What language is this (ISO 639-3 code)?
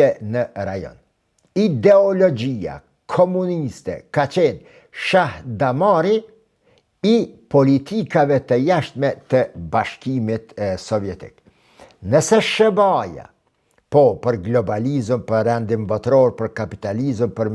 sqi